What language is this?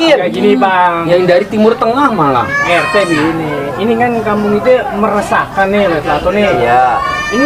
Betawi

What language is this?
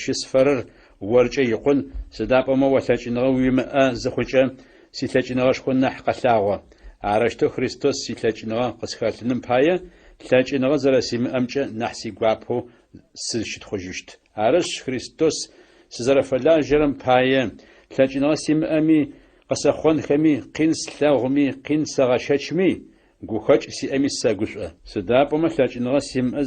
Adyghe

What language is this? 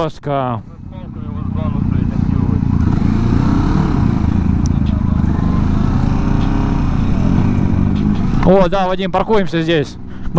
Russian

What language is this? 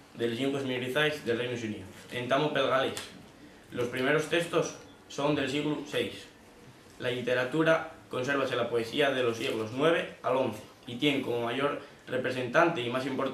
Asturian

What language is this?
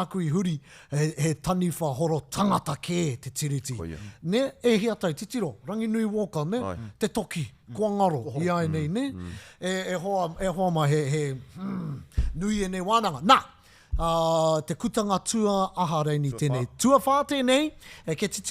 Māori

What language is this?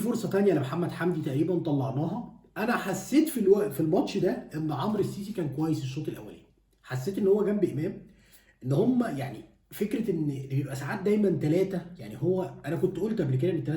Egyptian Arabic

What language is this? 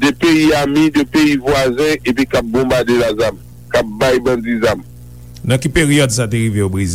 Haitian Creole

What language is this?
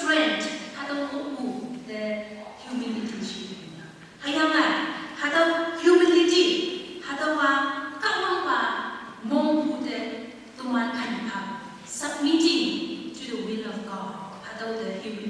Konyak Naga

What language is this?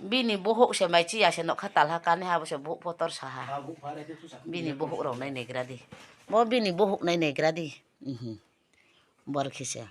Riang (India)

